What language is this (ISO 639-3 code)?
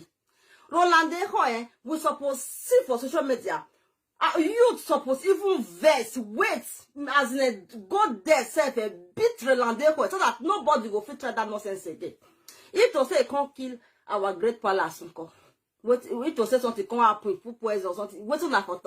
pcm